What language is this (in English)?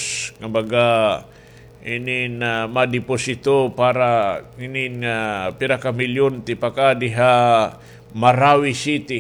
Waray